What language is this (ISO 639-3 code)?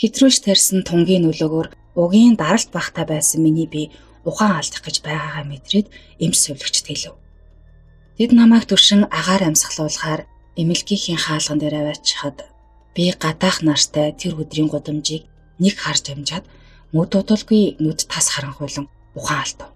mon